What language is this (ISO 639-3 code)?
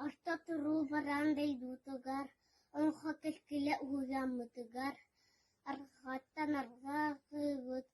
sah